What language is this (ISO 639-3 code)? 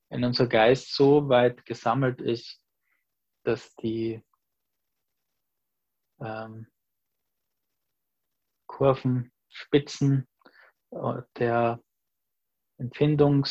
deu